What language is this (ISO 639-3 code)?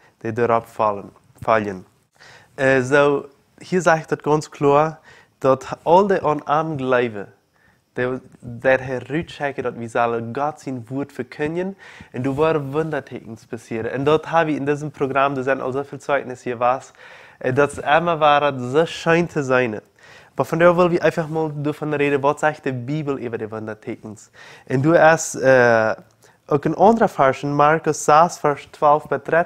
pdt